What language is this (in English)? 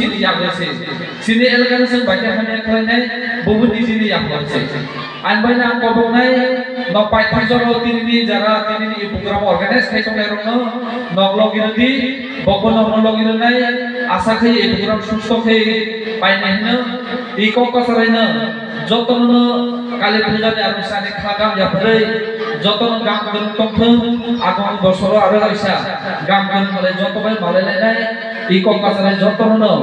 Kok Borok